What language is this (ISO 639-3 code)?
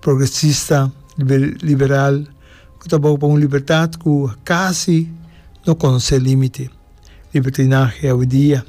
pap